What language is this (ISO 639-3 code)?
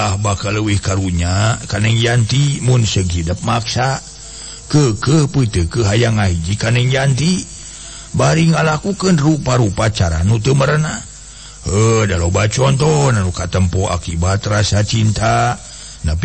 sun